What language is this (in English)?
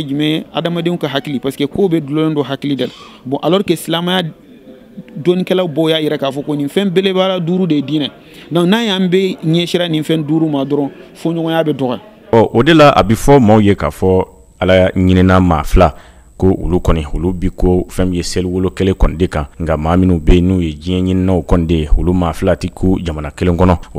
Bambara